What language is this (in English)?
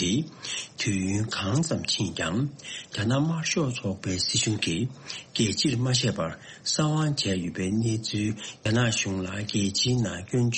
Tibetan